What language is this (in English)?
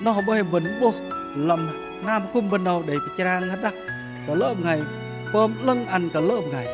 Bahnar